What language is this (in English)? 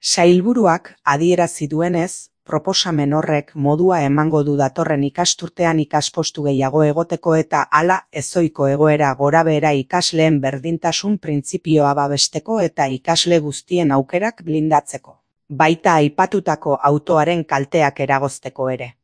Basque